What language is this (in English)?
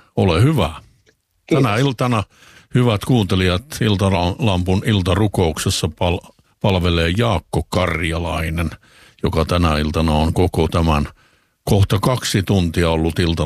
Finnish